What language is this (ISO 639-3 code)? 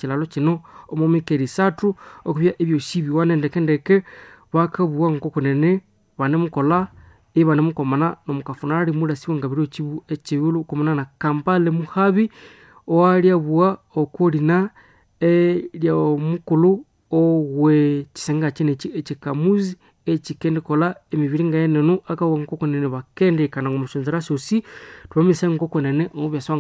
nnb